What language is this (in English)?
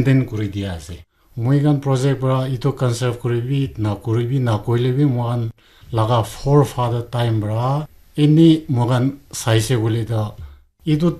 Naga Pidgin